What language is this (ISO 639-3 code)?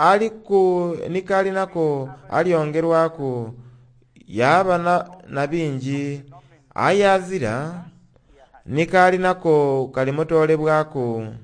xog